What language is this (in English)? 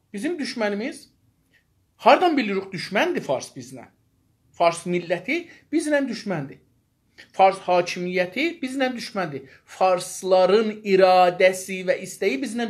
South Azerbaijani